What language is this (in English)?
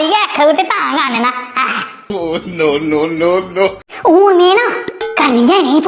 Dogri